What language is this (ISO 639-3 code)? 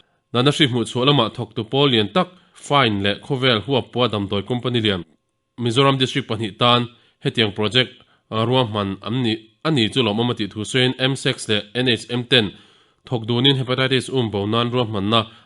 lus